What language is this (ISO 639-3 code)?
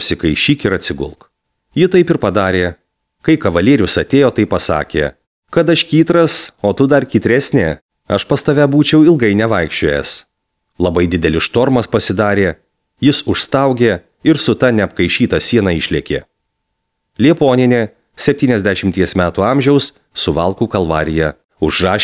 lit